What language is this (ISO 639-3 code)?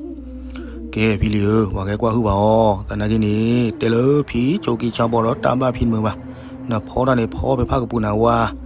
ksw